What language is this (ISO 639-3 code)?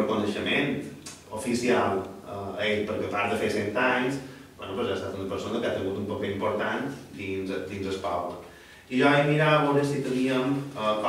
cat